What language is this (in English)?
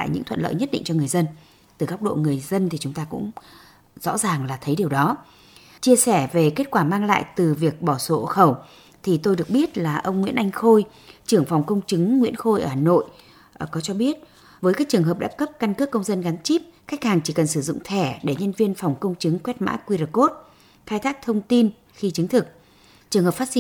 Vietnamese